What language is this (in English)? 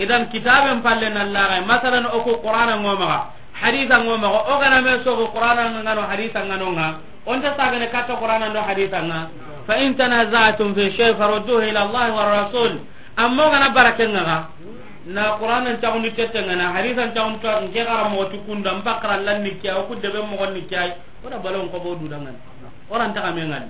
Soninke